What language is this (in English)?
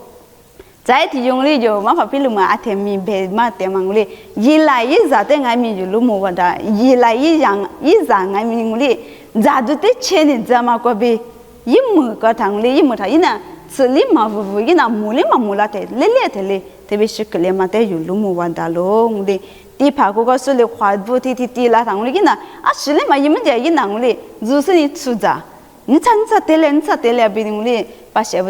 Lisu